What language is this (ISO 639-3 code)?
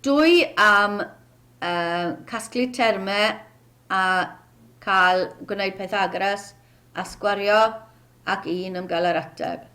cym